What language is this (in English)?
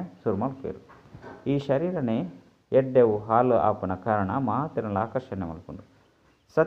Tulu